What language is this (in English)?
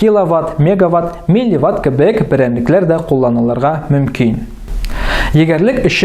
Tatar